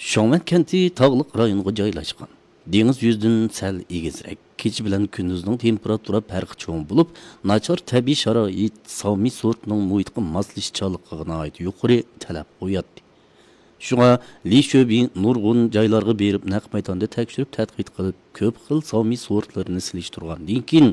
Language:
Uyghur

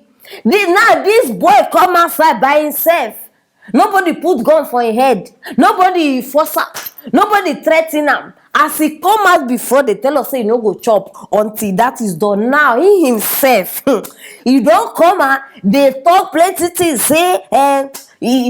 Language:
Nigerian Pidgin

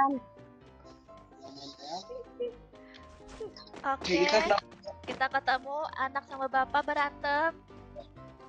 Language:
Indonesian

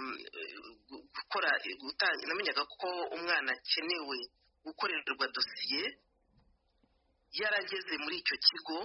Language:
Kinyarwanda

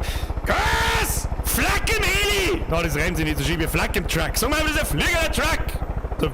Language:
Bavarian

